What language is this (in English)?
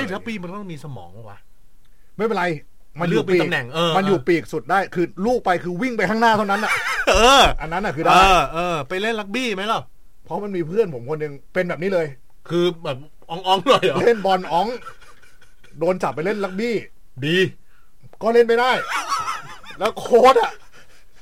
Thai